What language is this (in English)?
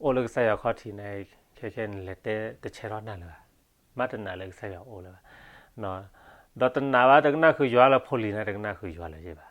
S'gaw Karen